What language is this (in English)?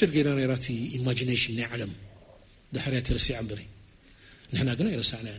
Tigrinya